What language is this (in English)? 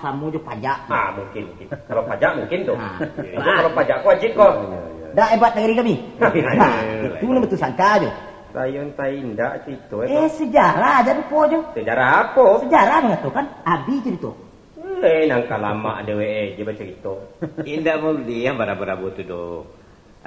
Minangkabau